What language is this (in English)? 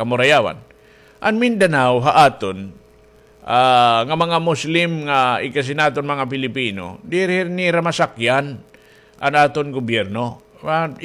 Waray